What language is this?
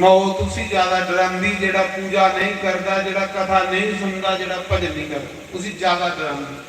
Dogri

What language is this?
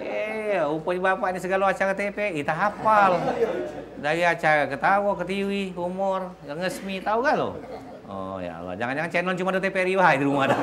Musi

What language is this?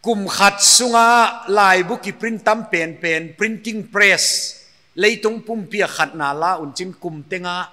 Paite Chin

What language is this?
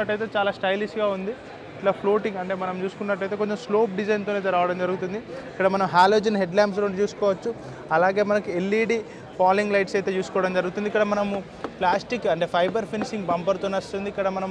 Telugu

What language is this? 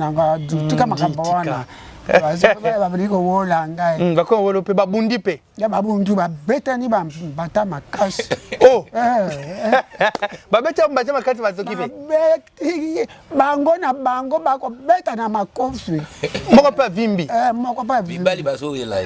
Lingala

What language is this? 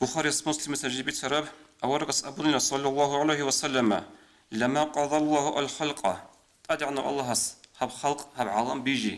Avaric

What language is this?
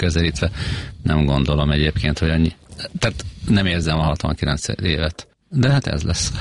Hungarian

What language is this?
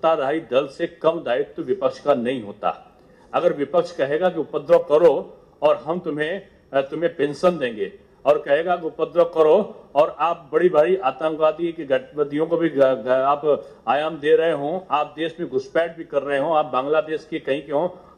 Hindi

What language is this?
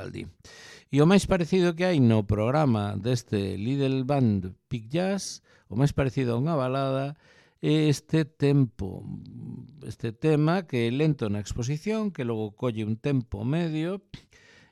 Galician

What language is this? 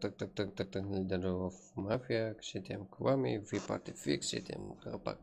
Kara-Kalpak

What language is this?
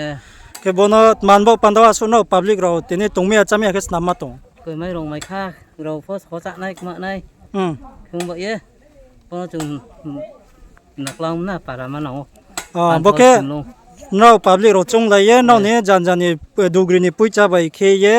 Riang (India)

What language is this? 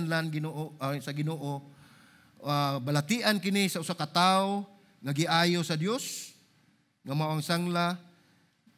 Cebuano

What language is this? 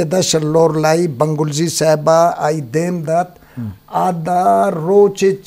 Eastern Balochi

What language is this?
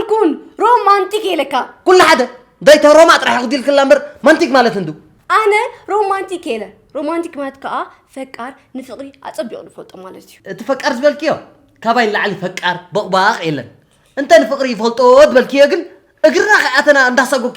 Tigrinya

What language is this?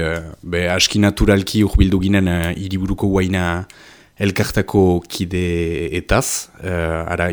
Basque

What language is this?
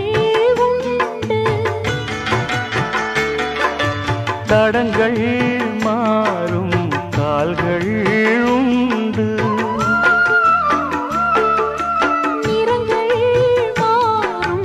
Tamil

